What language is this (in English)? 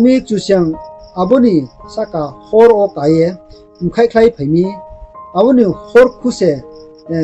Riang (India)